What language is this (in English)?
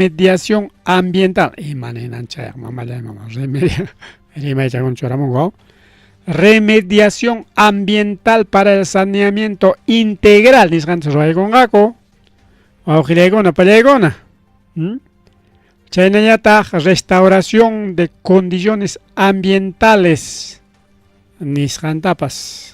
Ayacucho Quechua